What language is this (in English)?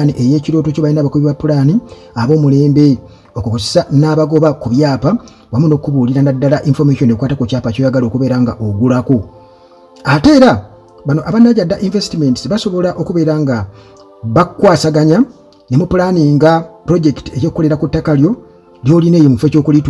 Ganda